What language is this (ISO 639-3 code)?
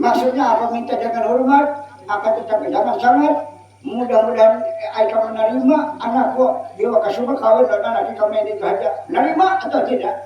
bjn